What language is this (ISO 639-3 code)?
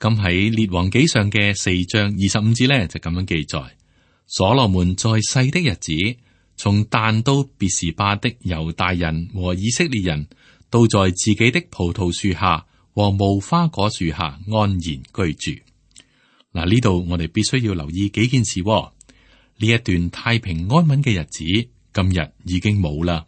yue